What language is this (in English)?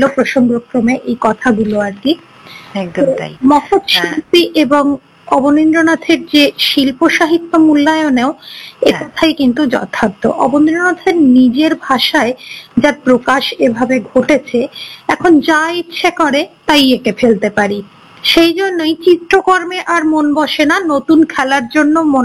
Bangla